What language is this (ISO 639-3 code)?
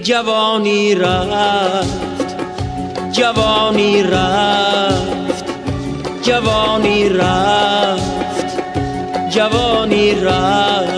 tgk